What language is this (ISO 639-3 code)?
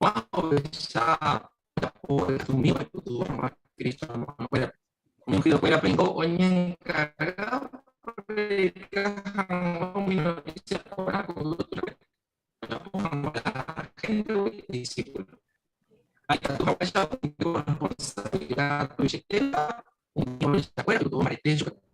grn